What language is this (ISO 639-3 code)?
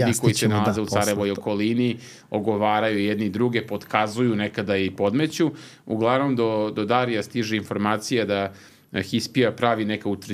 srp